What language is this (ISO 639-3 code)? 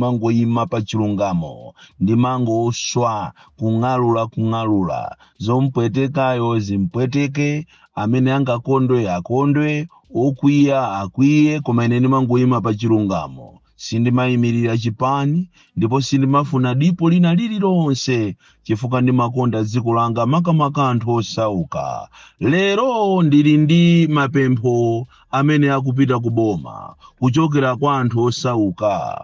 nya